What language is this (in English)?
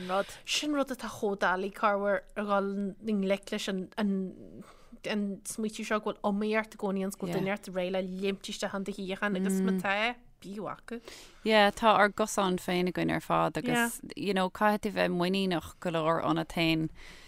Irish